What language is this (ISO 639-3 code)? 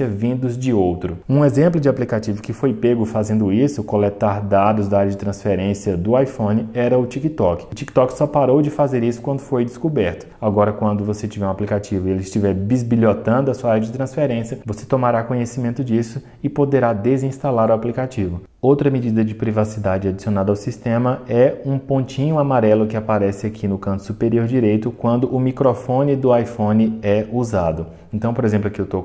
por